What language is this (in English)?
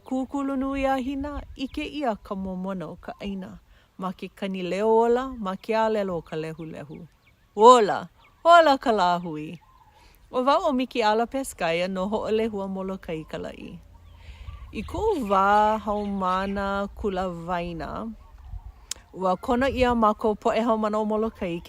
Hawaiian